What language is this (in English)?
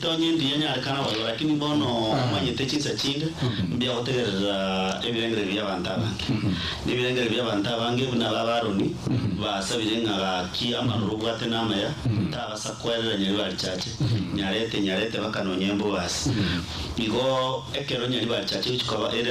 Gusii